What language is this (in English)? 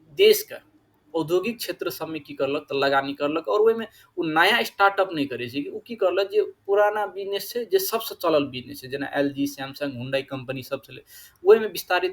Maithili